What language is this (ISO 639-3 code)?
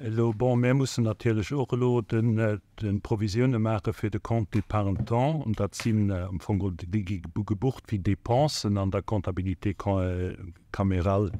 ltz